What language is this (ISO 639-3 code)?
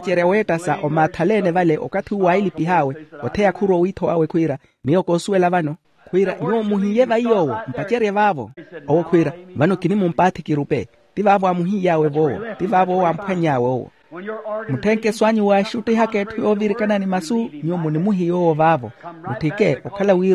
vmw